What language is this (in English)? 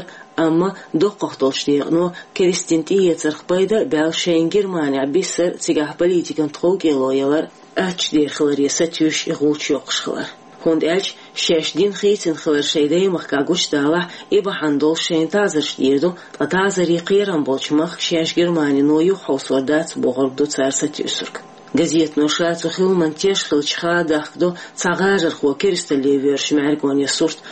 Chechen